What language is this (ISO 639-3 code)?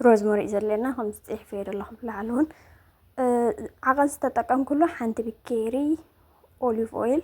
tir